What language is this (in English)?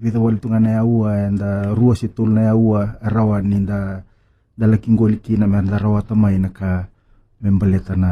Fijian